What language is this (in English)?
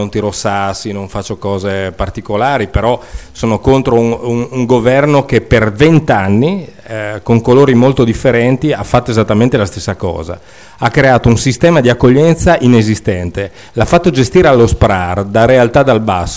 Italian